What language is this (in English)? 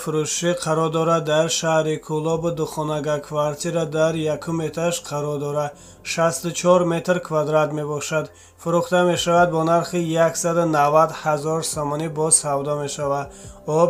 Tajik